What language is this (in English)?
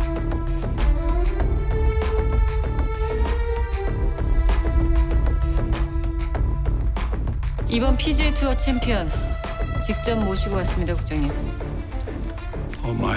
Korean